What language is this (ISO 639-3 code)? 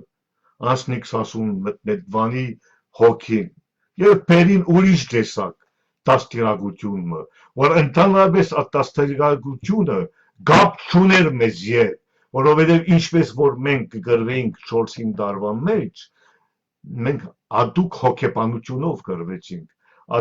hyw